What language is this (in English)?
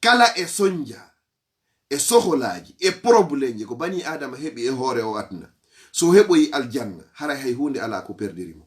Fula